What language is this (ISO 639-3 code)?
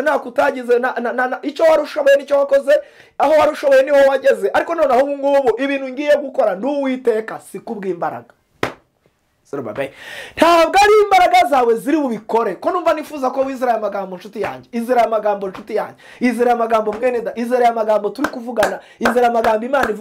kin